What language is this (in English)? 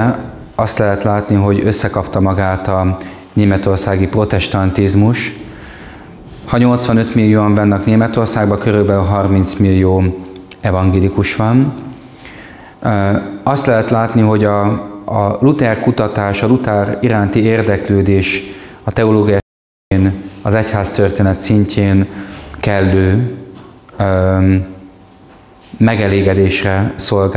Hungarian